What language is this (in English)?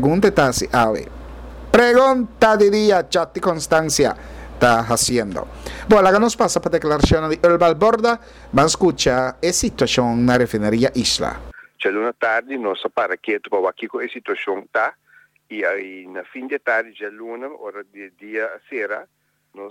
Papiamento